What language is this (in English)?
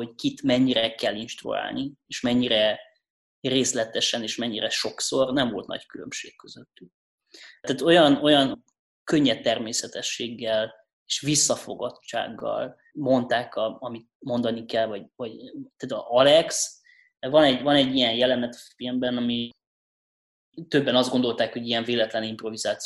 Hungarian